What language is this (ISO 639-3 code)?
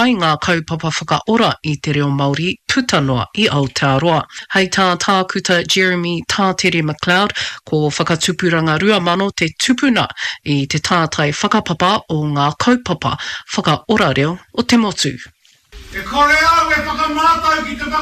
mri